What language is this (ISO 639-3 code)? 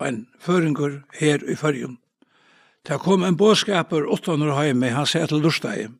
fao